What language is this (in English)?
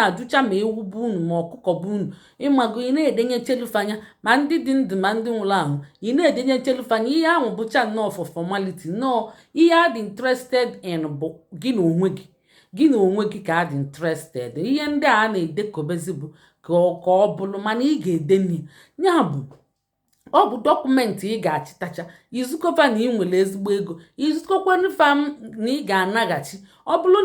Igbo